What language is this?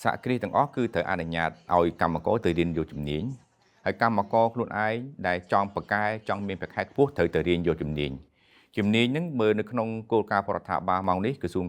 Khmer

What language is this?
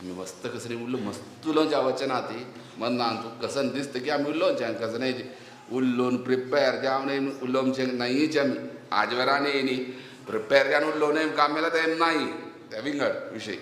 Konkani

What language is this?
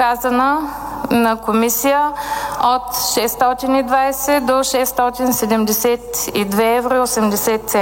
Bulgarian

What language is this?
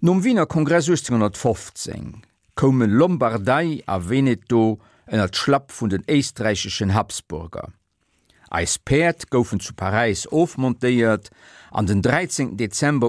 Luxembourgish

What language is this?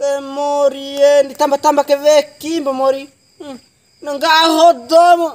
Bima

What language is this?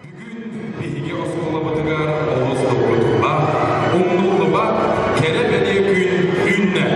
Yakut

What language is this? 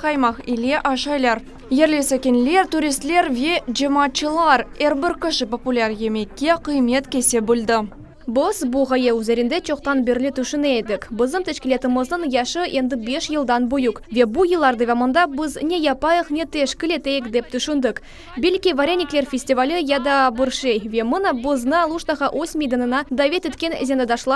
Crimean Tatar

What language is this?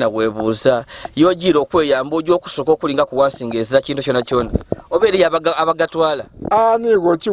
Ganda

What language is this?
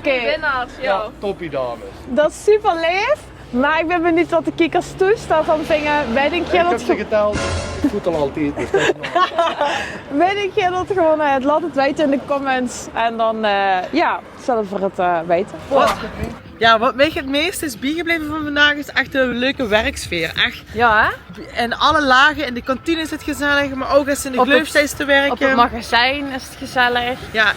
Limburgish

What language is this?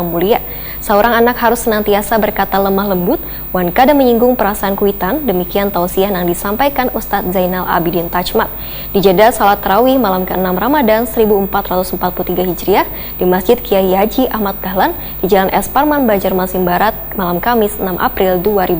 Banjar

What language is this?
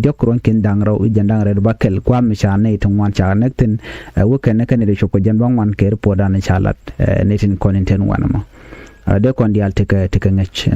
Nuer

